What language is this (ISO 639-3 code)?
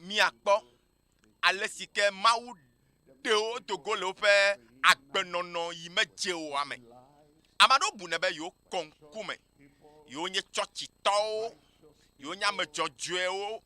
ewe